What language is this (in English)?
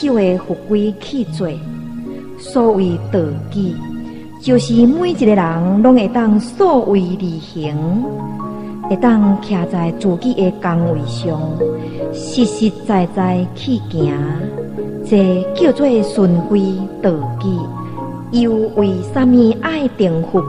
Min Nan Chinese